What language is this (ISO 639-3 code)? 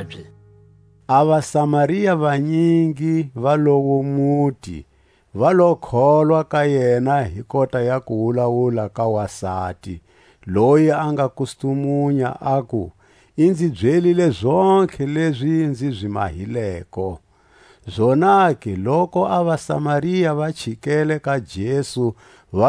tsc